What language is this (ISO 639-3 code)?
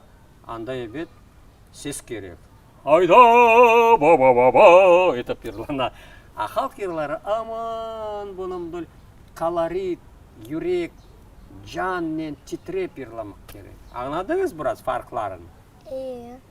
crh